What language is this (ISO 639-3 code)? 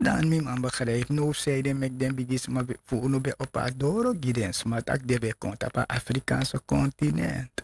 srn